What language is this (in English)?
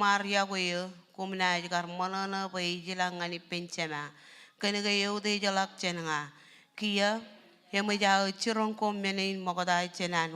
Marshallese